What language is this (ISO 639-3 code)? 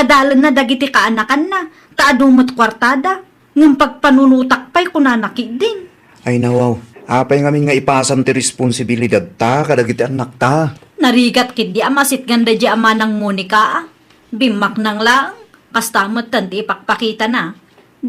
ilo